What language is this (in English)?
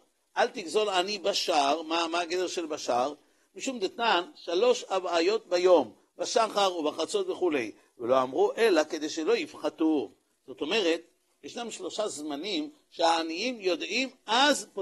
Hebrew